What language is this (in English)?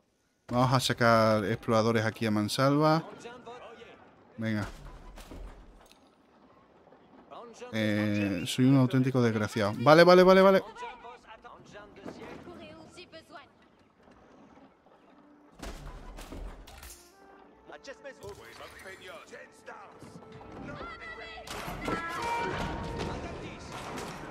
Spanish